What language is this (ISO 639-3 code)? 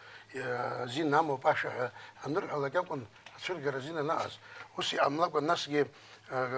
abk